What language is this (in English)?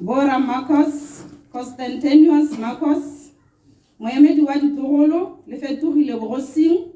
Tswana